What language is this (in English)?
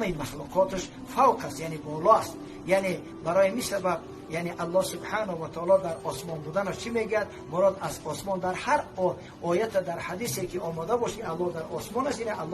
Persian